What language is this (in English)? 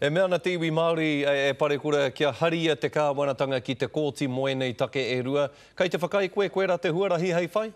Māori